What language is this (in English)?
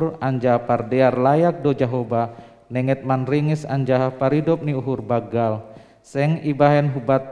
Batak Simalungun